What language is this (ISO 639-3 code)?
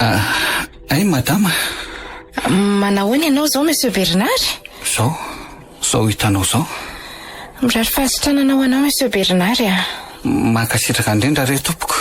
mlg